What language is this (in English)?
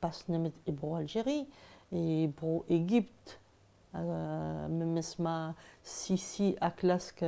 Breton